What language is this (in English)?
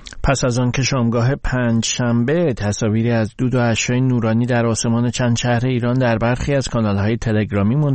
Persian